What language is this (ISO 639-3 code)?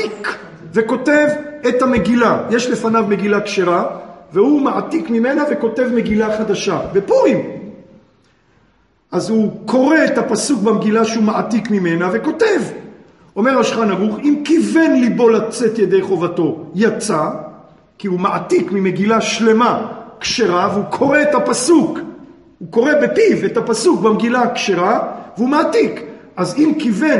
heb